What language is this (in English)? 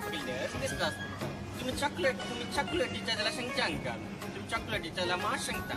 Konkani